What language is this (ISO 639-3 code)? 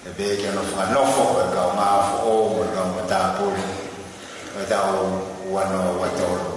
ton